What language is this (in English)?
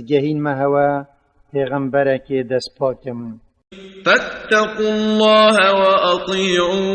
Kurdish